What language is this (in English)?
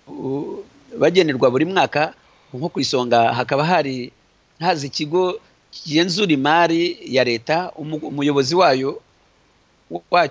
Kinyarwanda